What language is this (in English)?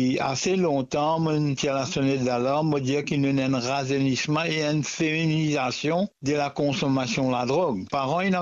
Morisyen